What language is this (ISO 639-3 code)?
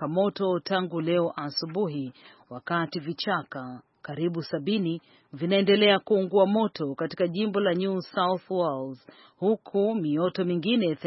swa